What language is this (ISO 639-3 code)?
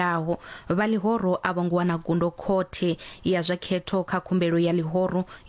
ven